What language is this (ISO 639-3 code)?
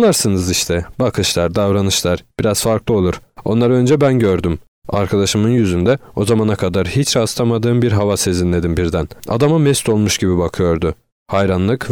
tur